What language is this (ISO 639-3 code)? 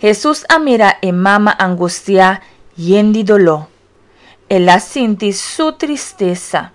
pap